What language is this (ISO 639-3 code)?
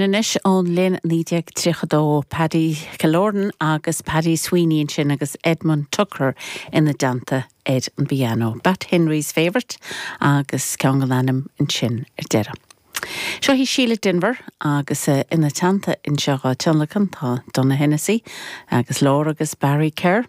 gle